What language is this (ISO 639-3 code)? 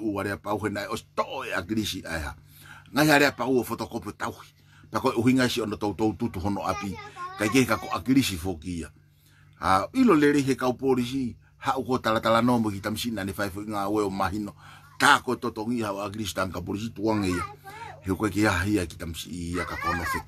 ton